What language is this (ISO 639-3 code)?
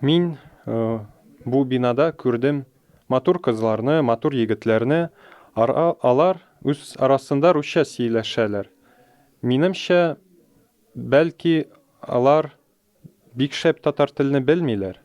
tat